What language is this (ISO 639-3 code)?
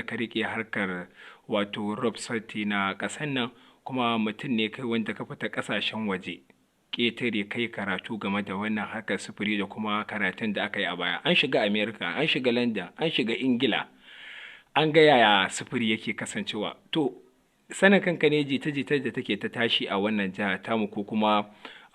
hau